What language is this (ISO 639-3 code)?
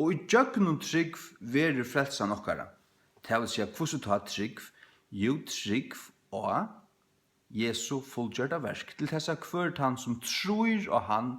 fao